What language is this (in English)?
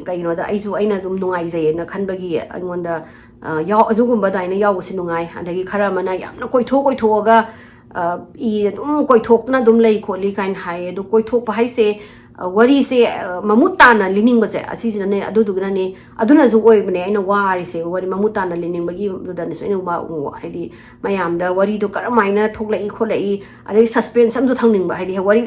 Manipuri